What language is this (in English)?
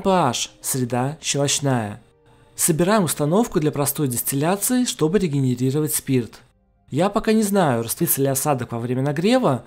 Russian